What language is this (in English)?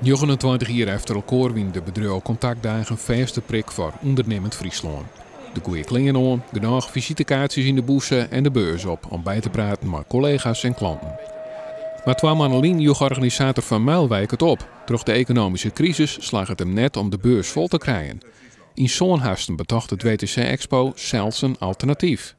Western Frisian